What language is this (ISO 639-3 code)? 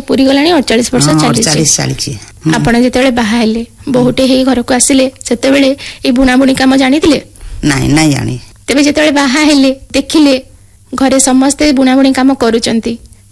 ori